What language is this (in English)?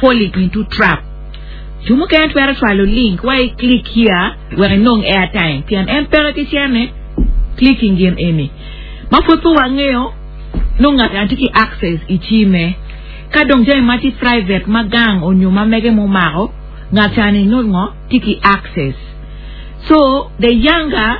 Acoli